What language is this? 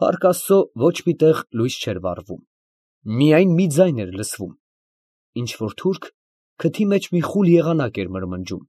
Armenian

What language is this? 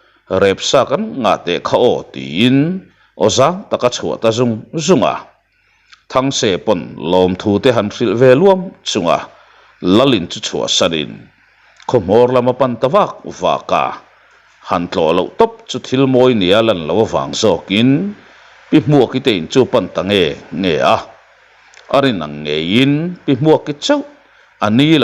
Mizo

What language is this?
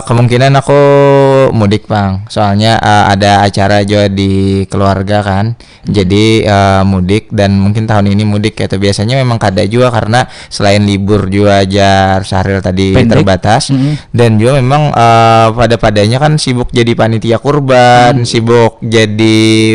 Banjar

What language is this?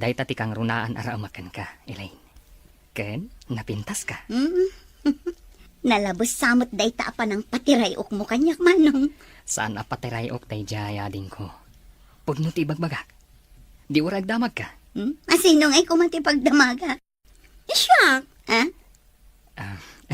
Iloko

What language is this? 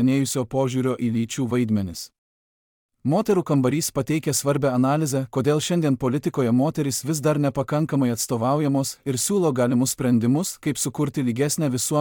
Lithuanian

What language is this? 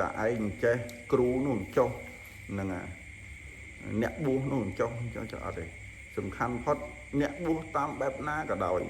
Khmer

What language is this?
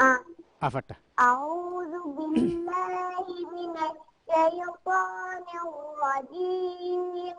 Divehi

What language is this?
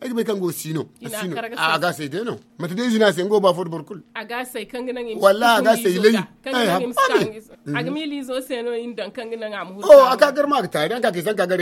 Zarma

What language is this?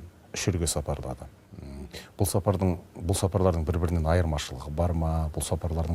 Kazakh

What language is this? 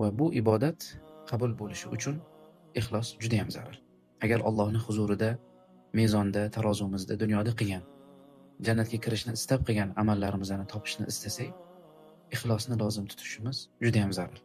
Uzbek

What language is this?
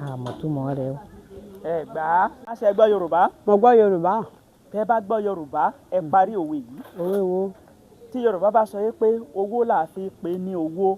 Yoruba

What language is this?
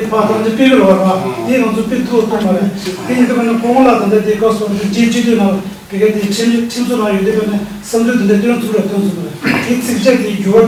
Tibetan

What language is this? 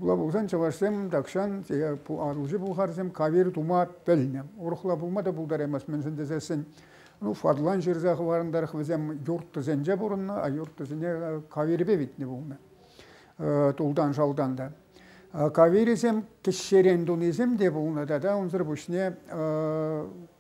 Chuvash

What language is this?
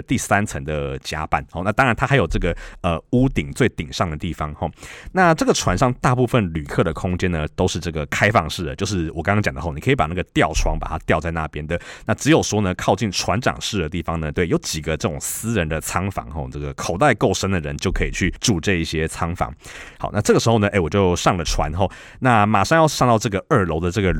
Chinese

